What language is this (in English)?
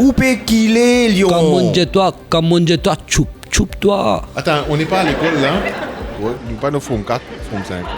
Morisyen